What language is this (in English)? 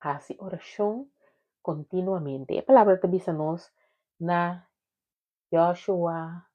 Papiamento